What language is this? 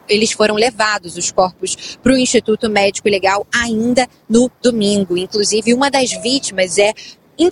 Portuguese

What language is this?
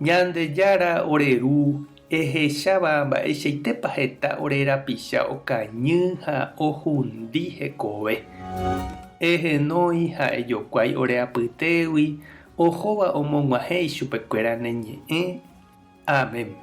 Guarani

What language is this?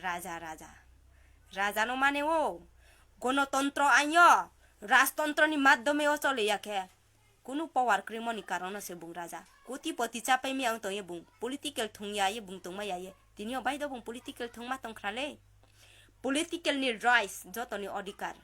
Riang (India)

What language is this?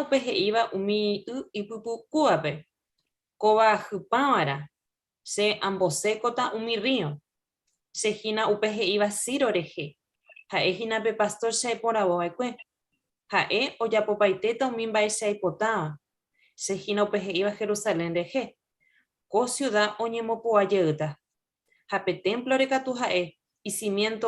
Guarani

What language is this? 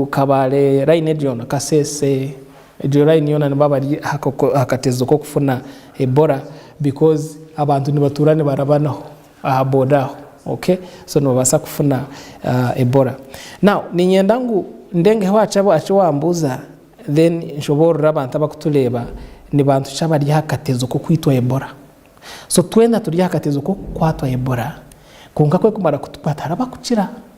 Nyankole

